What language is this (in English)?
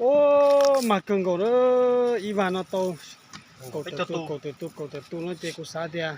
Hmong